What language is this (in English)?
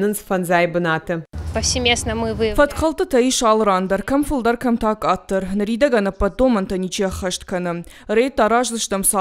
Ossetic